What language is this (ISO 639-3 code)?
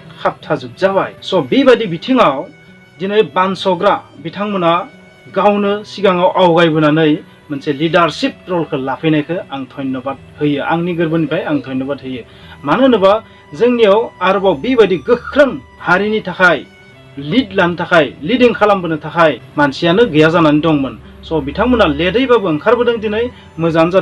brx